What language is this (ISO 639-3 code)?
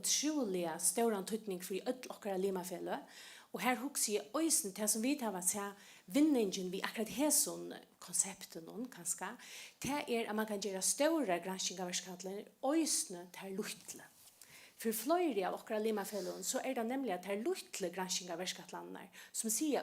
fao